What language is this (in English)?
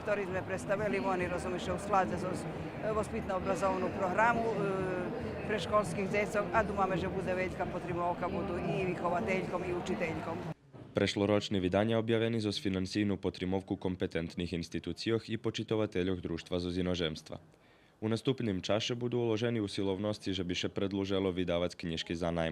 Rusyn